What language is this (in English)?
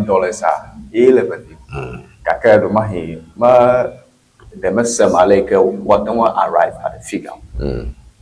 Ewe